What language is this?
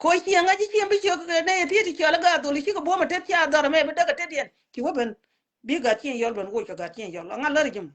Nuer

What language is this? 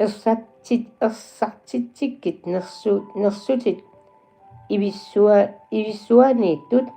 Kalaallisut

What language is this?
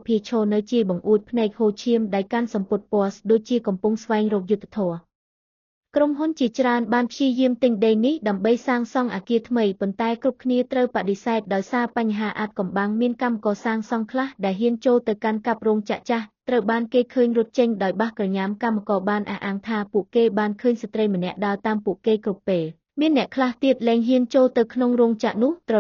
Khmer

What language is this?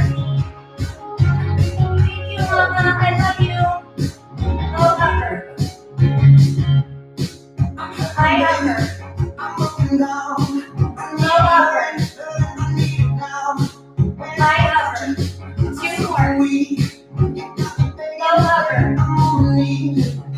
English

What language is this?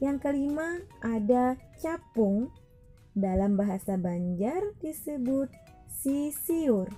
Banjar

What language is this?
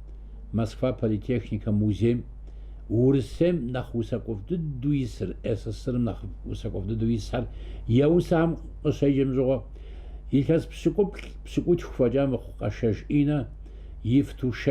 Kabardian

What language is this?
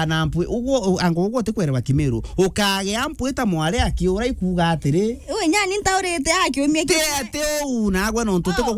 Meru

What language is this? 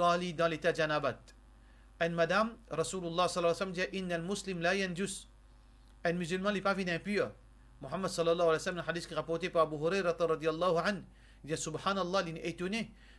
Morisyen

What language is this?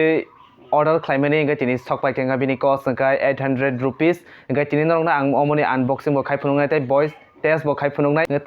Kok Borok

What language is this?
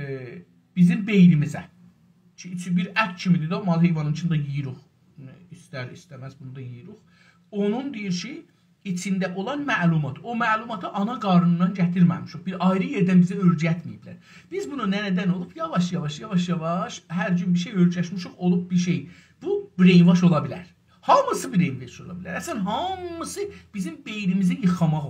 South Azerbaijani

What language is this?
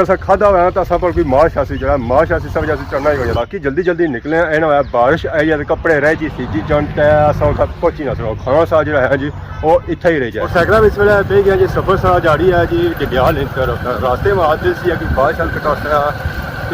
Pahari-Potwari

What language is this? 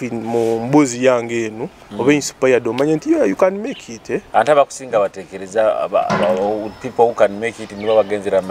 Nyoro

